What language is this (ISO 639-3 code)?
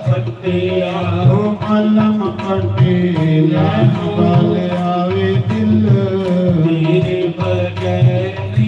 doi